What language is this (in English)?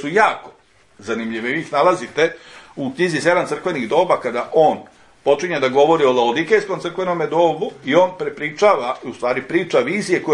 Serbian